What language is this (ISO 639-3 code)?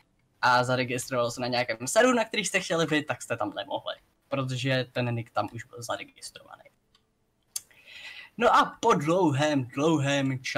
ces